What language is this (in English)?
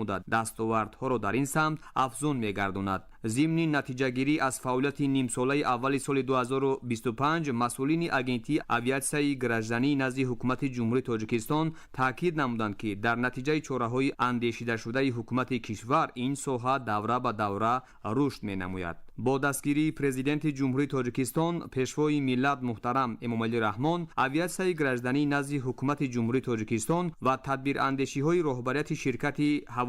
Tajik